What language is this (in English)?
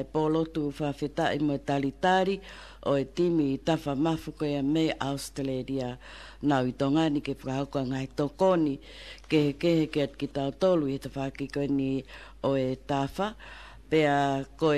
Tongan